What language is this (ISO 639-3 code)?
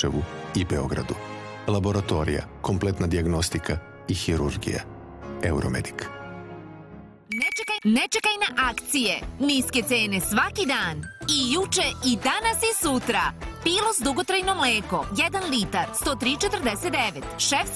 srp